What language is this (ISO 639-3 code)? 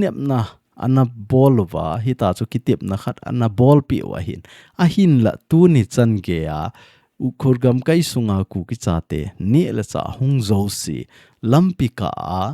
tcz